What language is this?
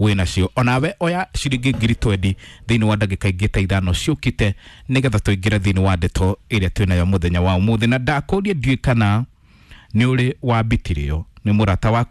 Kikuyu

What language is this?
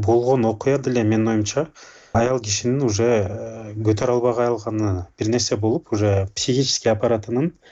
Kyrgyz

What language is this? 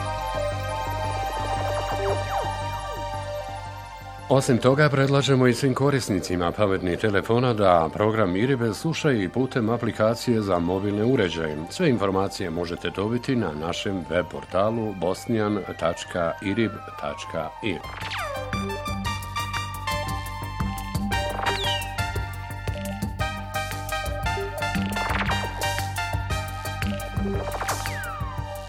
Bosnian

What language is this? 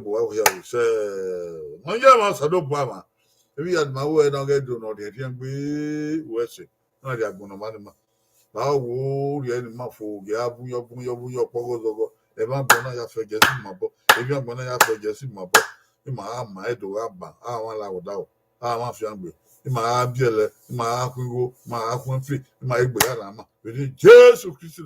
Bini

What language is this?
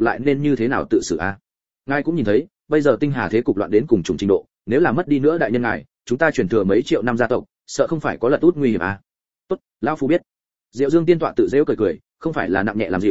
Vietnamese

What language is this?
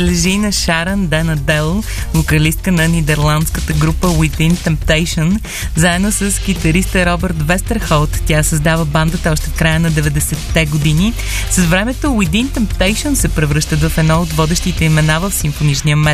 Bulgarian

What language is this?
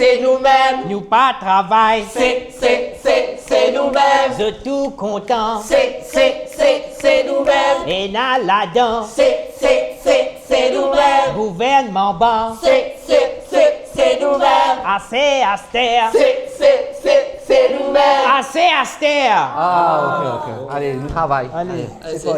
Morisyen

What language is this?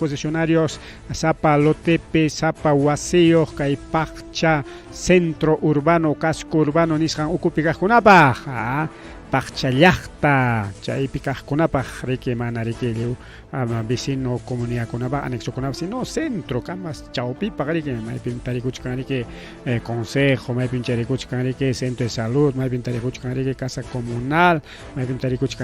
Ayacucho Quechua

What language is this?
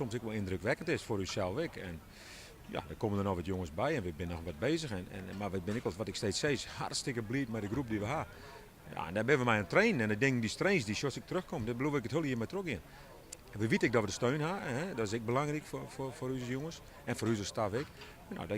Western Frisian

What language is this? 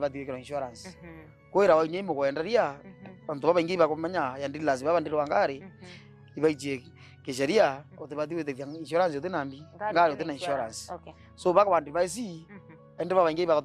Meru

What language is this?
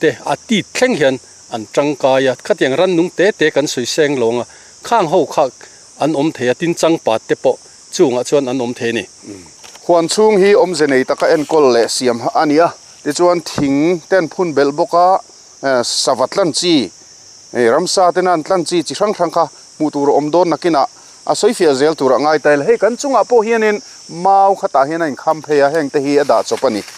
Mizo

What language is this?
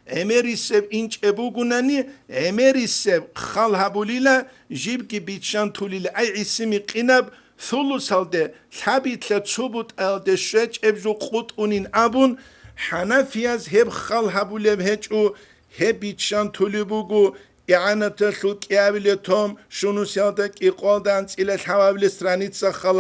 Avaric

